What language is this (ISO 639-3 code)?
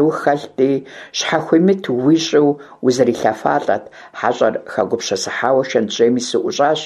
kbd